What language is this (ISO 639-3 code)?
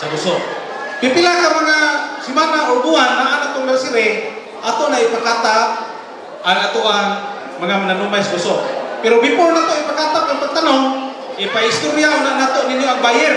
ceb